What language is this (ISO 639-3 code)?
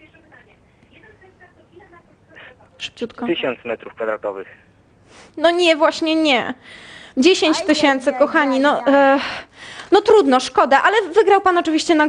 pol